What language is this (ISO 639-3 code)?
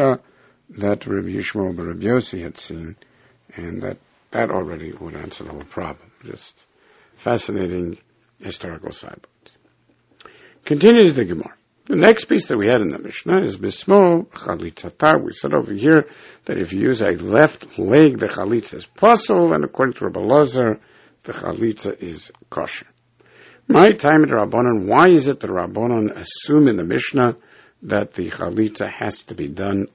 eng